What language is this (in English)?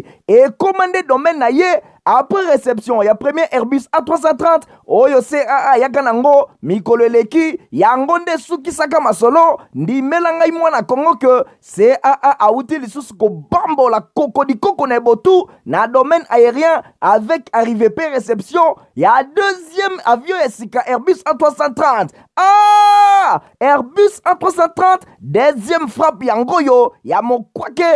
Lingala